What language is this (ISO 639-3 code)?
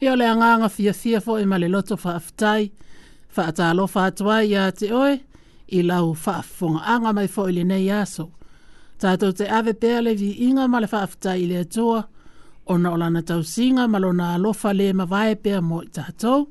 smo